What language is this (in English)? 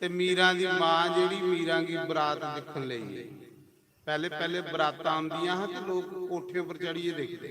Dogri